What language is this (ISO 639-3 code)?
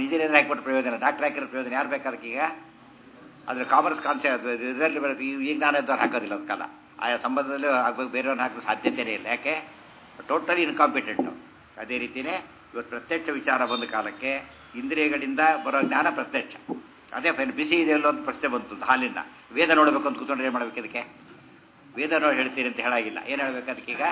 kan